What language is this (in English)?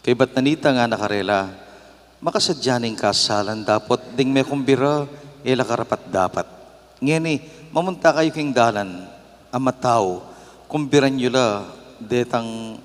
Pampanga